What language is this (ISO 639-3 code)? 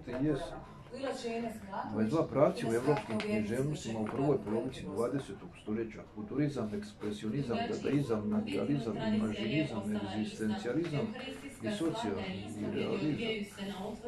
hrv